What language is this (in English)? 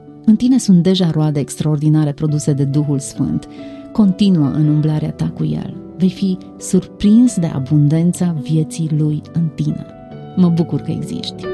Romanian